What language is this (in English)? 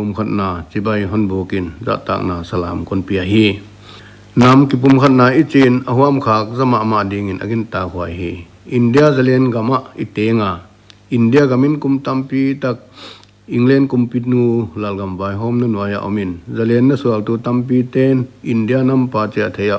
Paite Chin